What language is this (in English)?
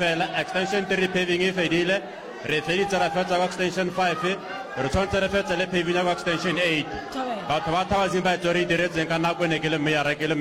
Northern Sotho